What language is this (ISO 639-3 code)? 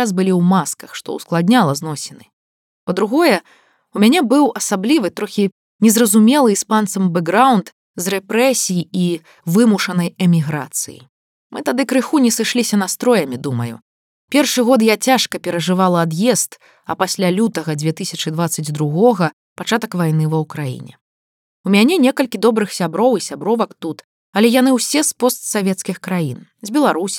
bel